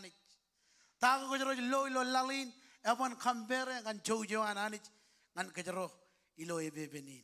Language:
Marshallese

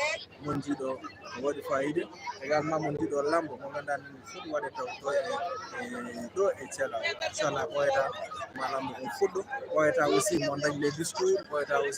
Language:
Fula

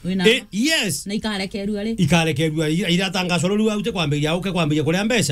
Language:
Meru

